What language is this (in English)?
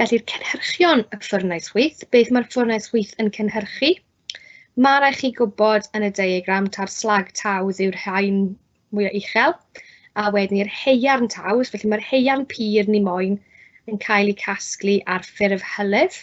Welsh